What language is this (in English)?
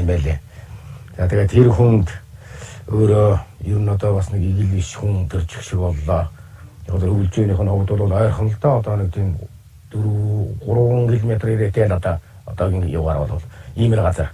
Mongolian